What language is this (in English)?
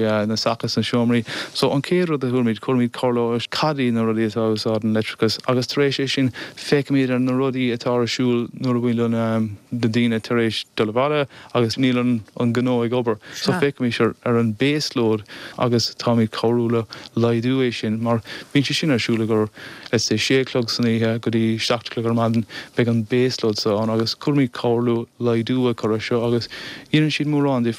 Irish